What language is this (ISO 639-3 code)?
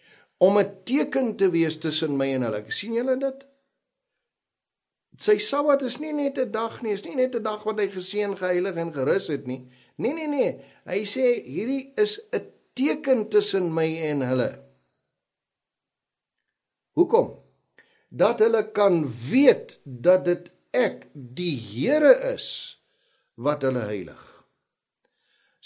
afr